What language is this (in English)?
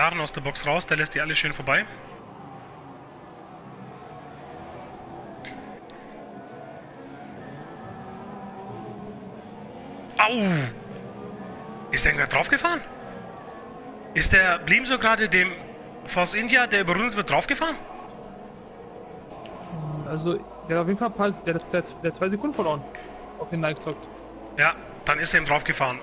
German